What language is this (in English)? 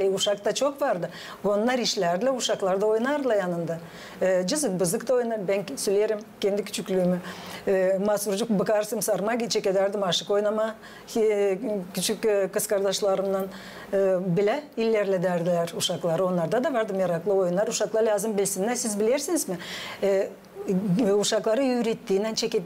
Gagauz